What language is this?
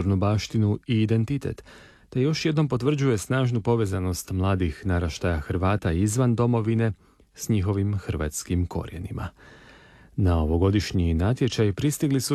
Croatian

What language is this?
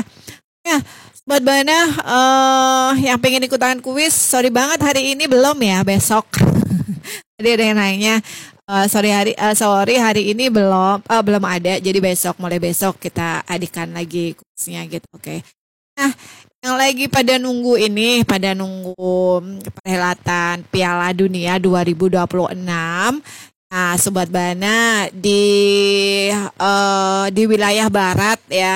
Indonesian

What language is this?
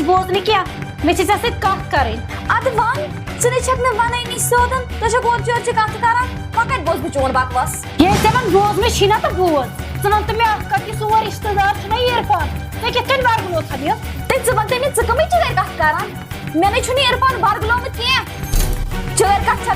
Kashmiri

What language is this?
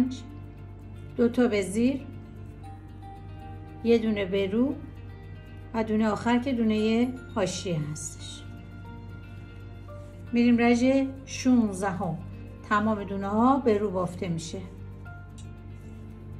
Persian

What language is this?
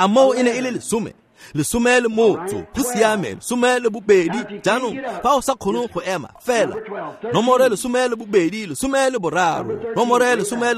Tswana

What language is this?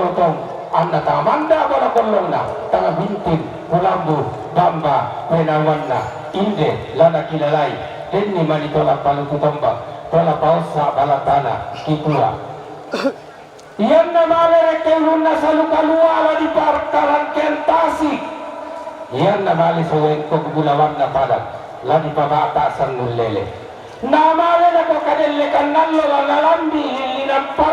Toraja-Sa'dan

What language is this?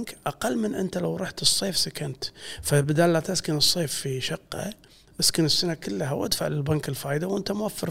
Gulf Arabic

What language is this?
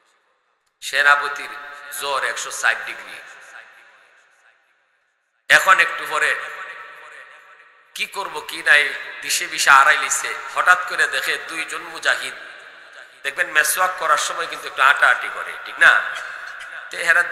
Bangla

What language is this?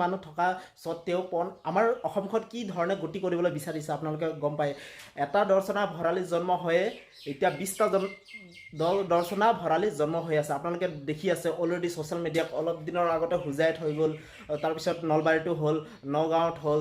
Assamese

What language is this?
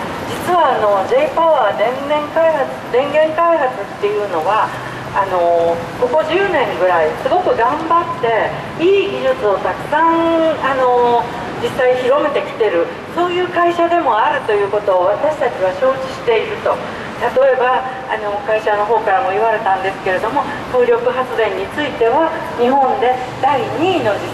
Japanese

